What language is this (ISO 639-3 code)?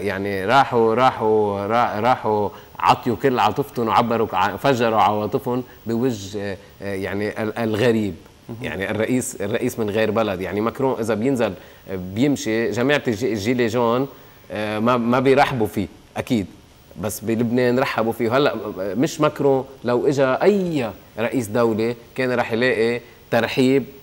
apc